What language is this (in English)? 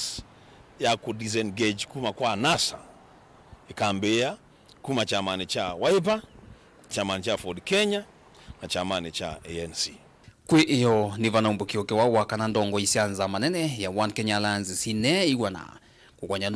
Kamba